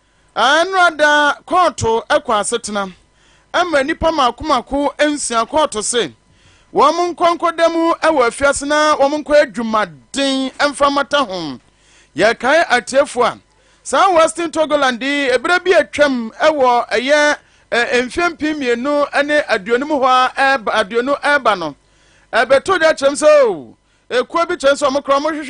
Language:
Akan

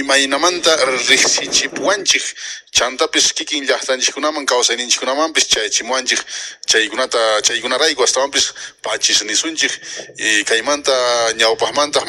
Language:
Quechua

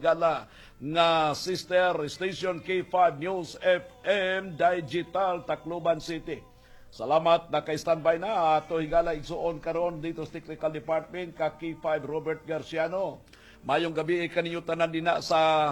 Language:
Cebuano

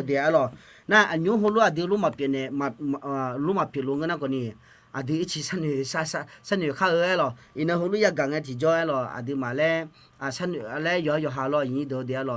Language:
Akha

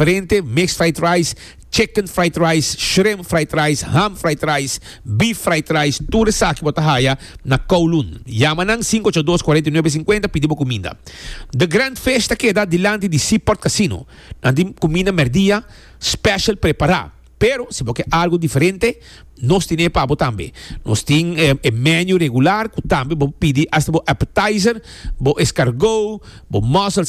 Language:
Papiamento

